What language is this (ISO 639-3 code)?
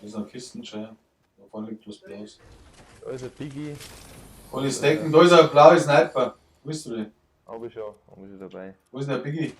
bar